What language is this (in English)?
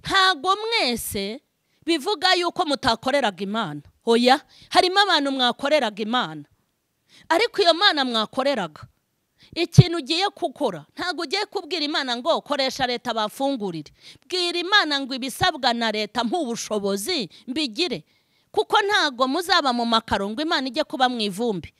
Kinyarwanda